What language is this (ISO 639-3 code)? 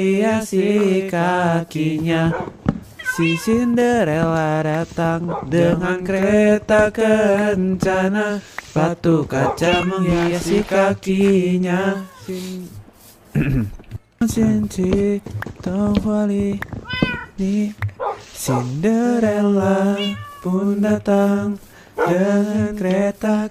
ind